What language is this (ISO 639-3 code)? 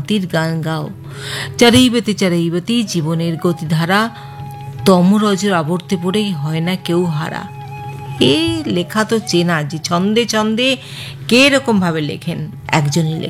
ben